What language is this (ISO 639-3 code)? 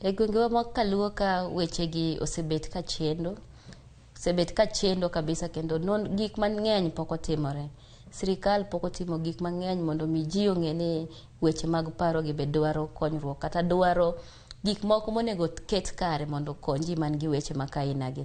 luo